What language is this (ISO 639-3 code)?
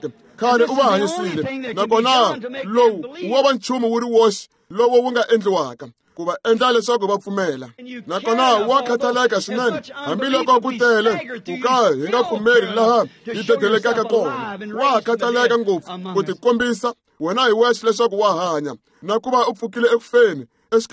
tso